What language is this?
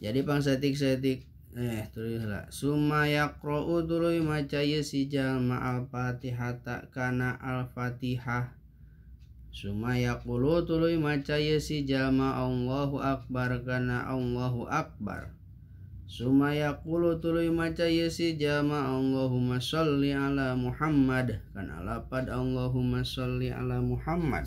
Sundanese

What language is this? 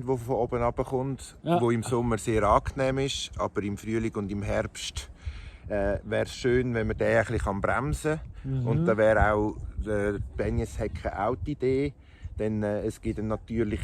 Swiss German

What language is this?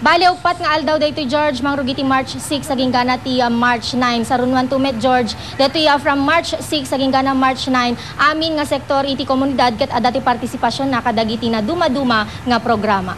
Iloko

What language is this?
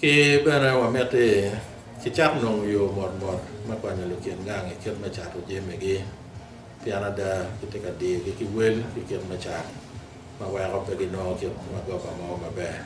Acoli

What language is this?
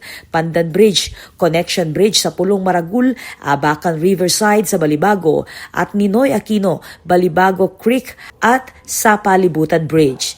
Pampanga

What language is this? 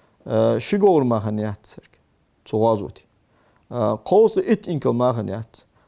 Ingush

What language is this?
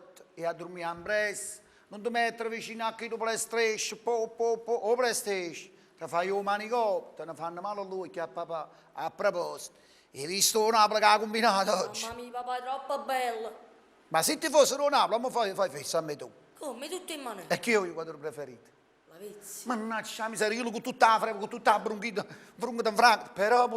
Neapolitan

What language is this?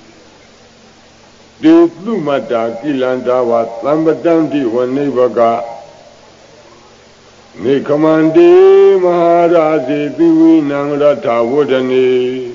Burmese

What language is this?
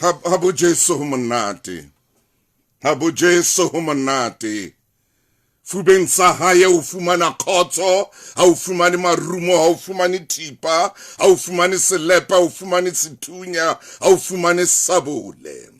Southern Sotho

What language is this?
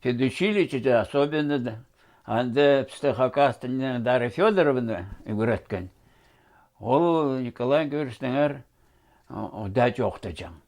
Khakas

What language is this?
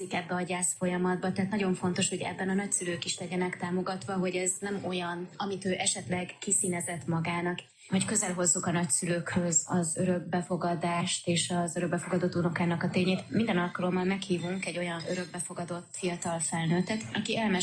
Hungarian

